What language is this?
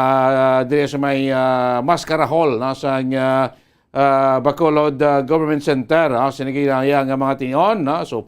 Hiligaynon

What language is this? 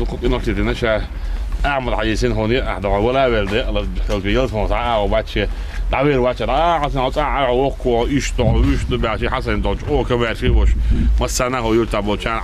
Chechen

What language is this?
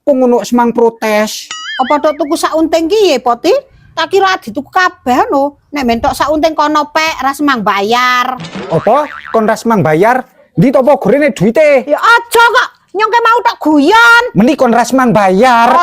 Javanese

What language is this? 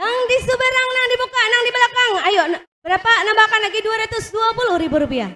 Banjar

